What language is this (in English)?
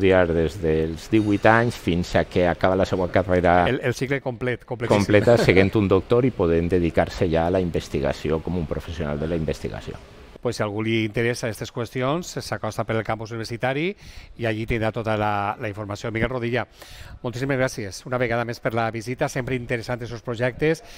Catalan